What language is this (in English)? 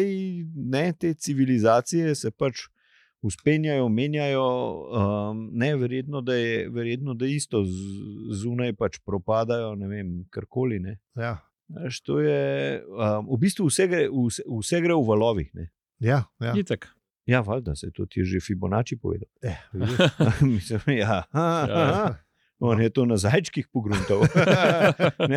Slovenian